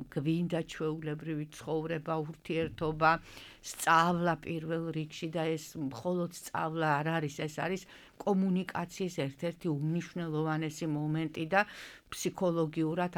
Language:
Georgian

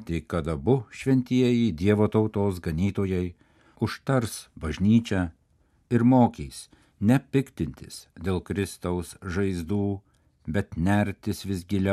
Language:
Lithuanian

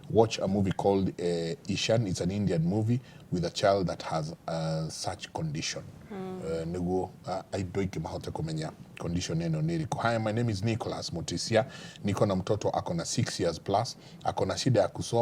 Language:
Kikuyu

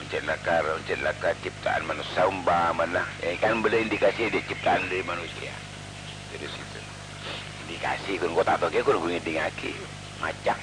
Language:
Madurese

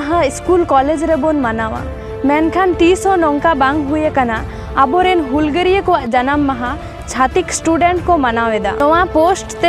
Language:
Santali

